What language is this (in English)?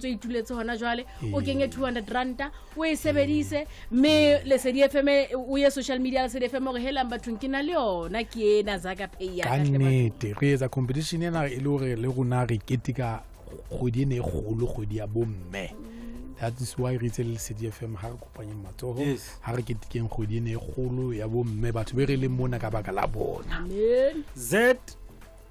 Southern Sotho